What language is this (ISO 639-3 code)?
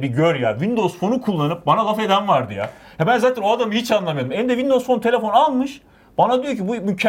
tur